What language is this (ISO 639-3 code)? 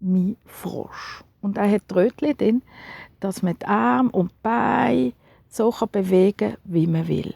gsw